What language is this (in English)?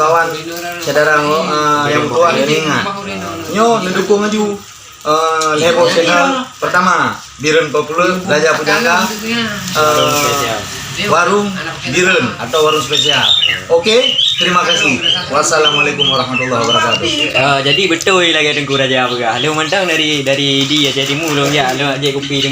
Achinese